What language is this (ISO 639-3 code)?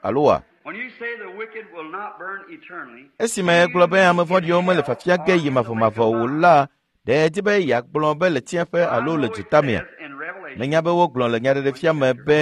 ewe